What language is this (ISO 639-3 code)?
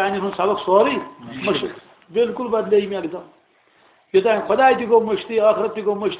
kas